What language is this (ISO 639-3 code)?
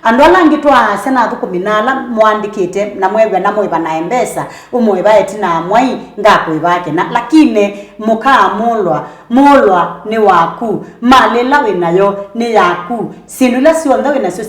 kam